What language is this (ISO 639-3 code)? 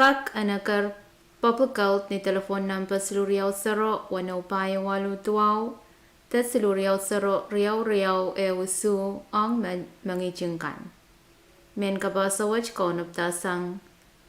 pon